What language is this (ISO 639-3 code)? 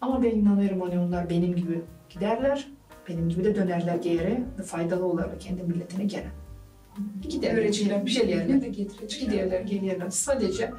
gag